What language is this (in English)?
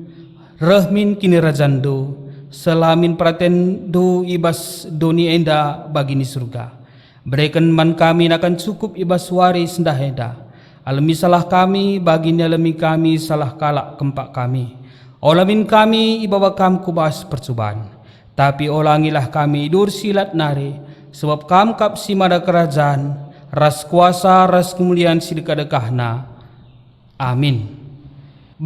Batak Karo